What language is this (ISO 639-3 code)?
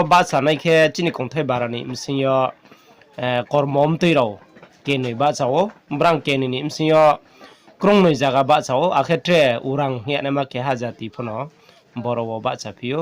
ria